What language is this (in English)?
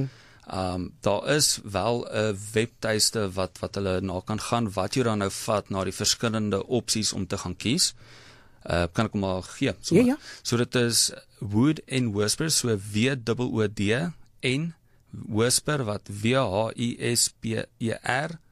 Afrikaans